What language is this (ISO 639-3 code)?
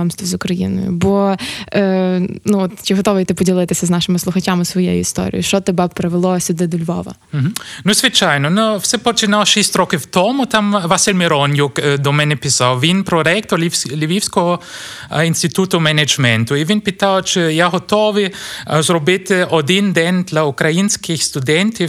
ukr